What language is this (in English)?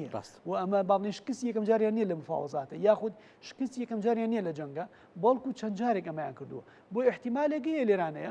Central Kurdish